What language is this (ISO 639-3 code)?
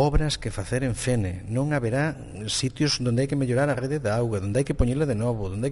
glg